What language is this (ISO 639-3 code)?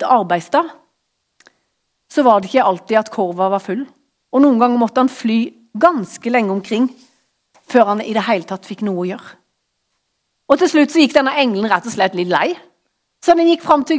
nor